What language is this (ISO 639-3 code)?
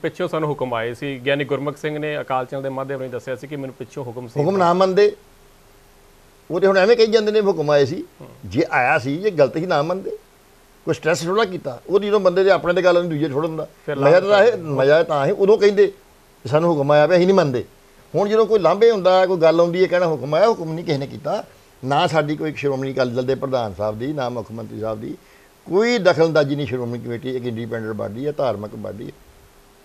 pan